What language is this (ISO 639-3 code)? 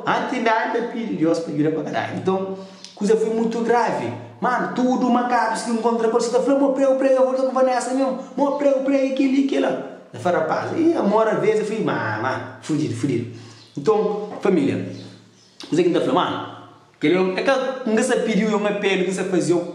kea